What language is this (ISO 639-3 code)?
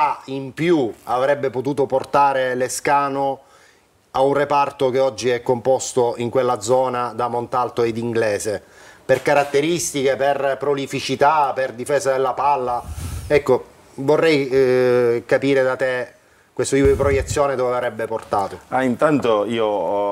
ita